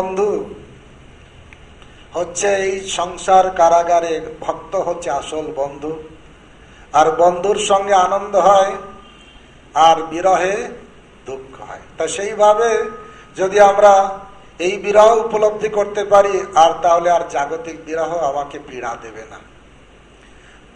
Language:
Bangla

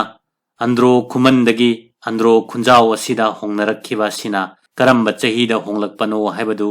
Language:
Manipuri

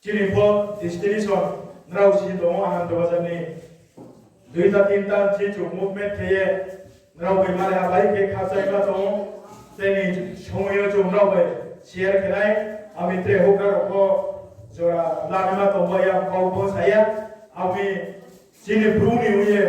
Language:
Riang (India)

